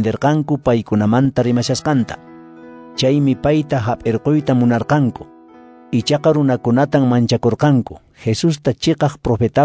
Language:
Quechua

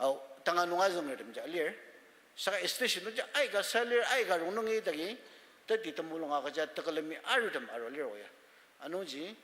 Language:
Ao Naga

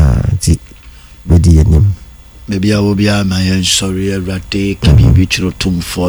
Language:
Akan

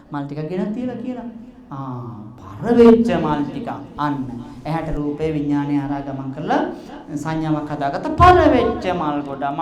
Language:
Sinhala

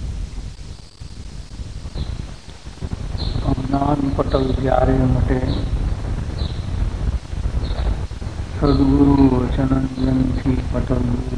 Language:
Gujarati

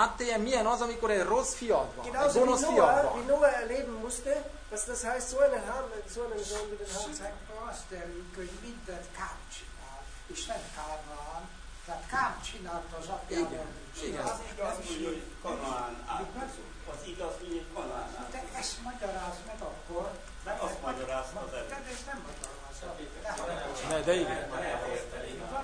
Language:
Hungarian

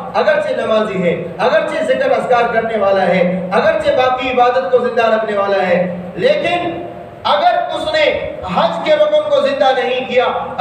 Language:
Urdu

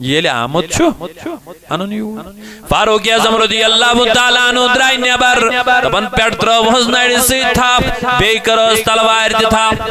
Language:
Kashmiri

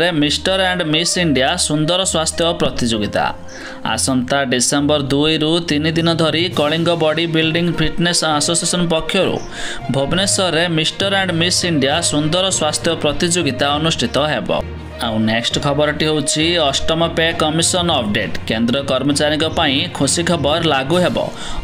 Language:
Odia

